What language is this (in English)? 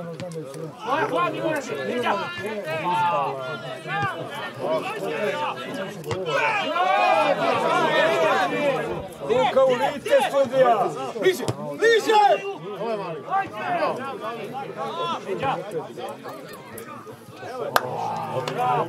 Serbian